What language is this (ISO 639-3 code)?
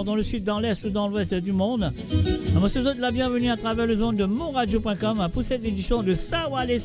mfe